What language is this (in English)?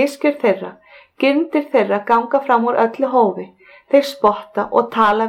Icelandic